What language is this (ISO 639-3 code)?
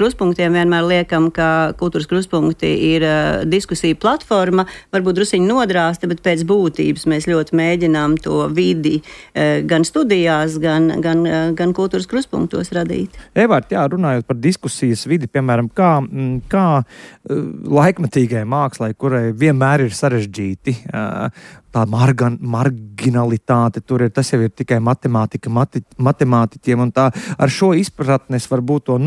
lav